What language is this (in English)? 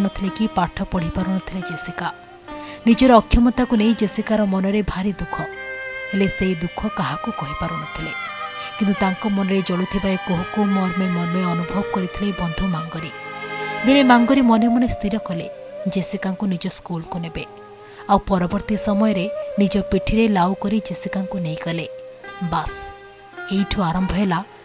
Odia